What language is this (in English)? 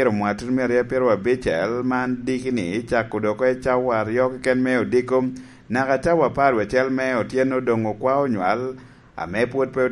Lango (Uganda)